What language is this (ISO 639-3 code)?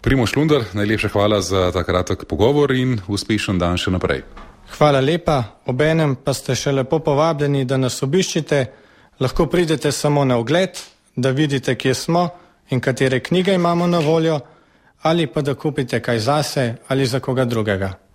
slv